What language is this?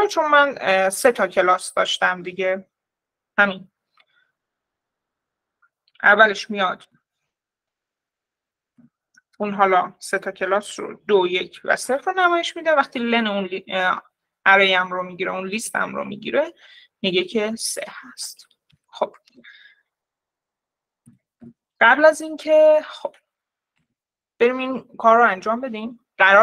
Persian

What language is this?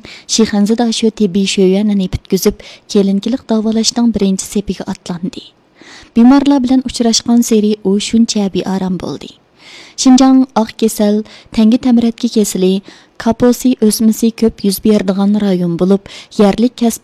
Uyghur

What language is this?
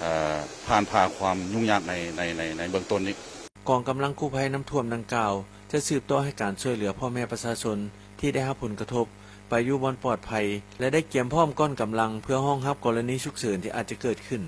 Lao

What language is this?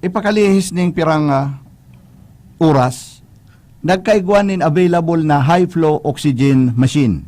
Bikol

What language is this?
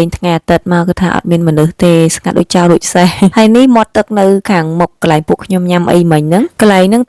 Khmer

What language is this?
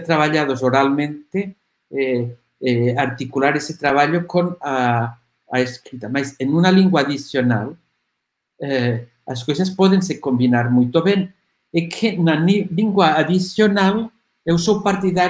Portuguese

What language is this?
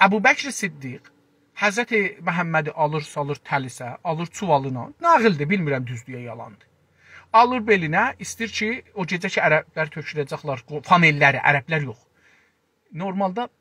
South Azerbaijani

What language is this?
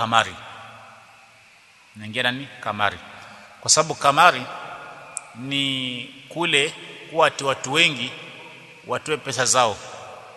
Swahili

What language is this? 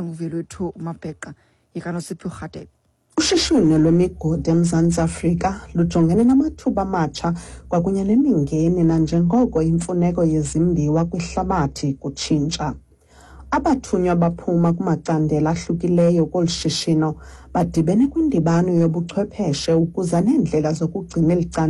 Xhosa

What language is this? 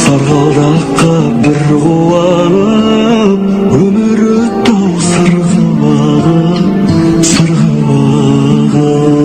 Kara-Kalpak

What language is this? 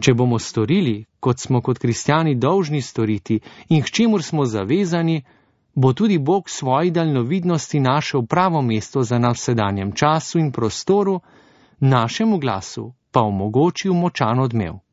Slovenian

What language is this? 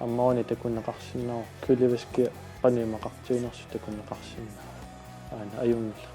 Kalaallisut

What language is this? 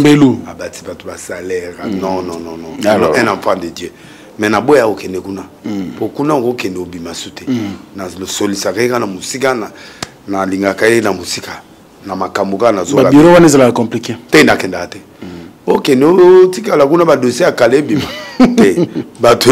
Lingala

